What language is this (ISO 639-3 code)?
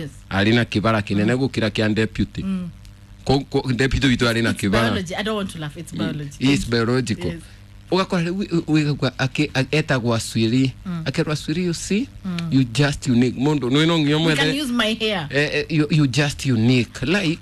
kik